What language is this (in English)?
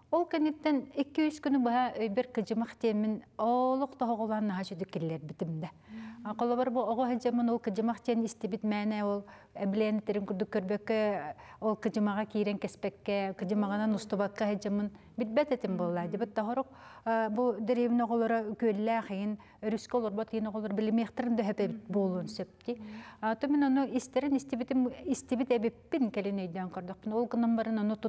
Yakut